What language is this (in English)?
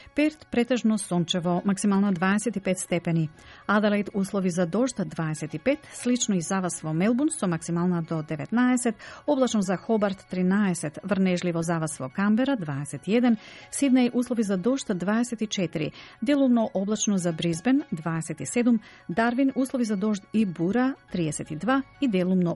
Macedonian